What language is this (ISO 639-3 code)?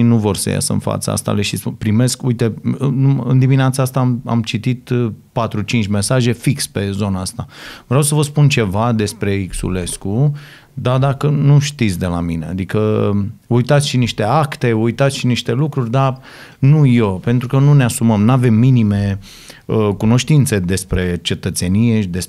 ron